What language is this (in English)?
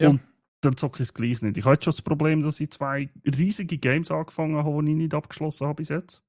Swiss German